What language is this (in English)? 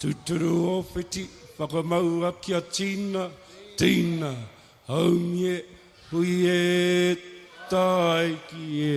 Māori